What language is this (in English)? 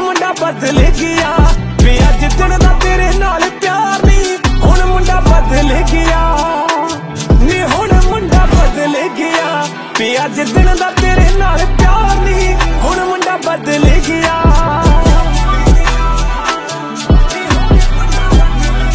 Punjabi